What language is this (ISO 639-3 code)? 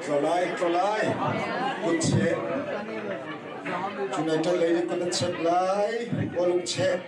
cnh